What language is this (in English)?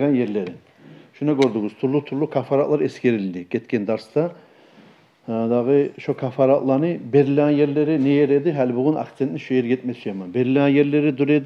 Kumyk